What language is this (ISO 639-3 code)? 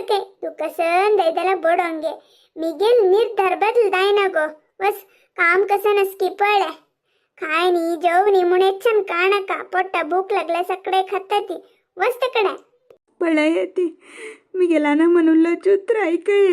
kok